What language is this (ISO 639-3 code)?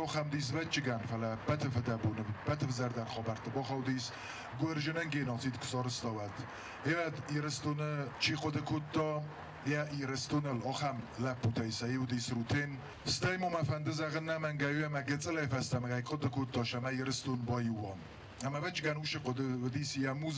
oss